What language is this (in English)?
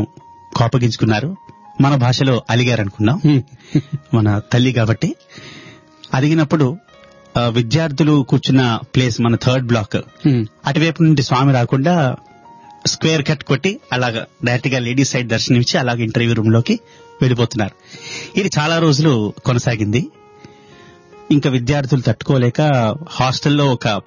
Telugu